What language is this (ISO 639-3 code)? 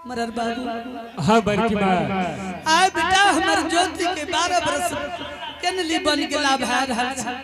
anp